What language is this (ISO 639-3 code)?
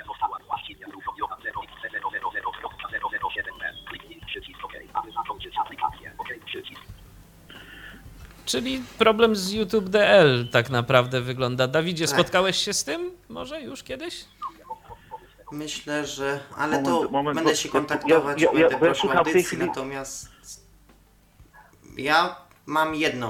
pol